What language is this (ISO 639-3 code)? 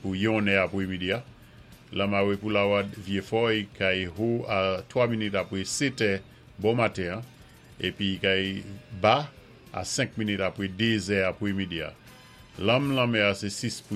acf